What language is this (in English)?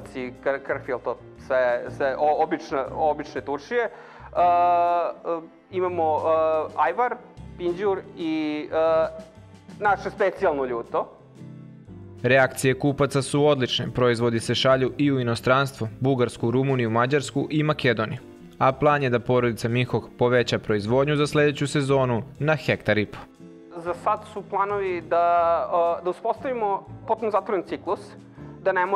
Serbian